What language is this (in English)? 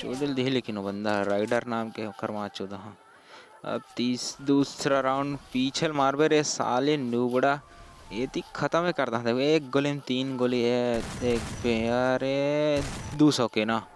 Chhattisgarhi